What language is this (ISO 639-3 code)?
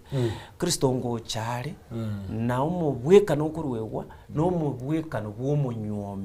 guz